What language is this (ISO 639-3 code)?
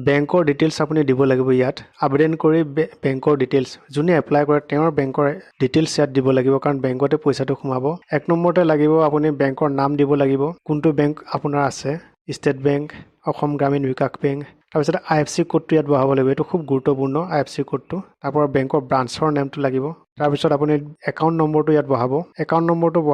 asm